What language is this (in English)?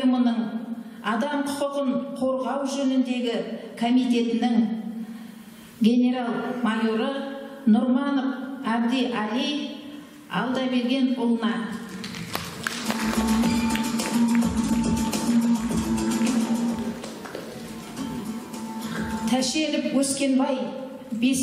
Kazakh